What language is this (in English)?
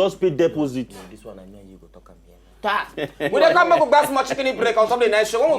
Nigerian Pidgin